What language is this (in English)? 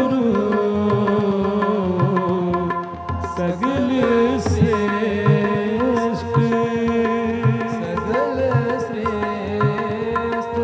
Hindi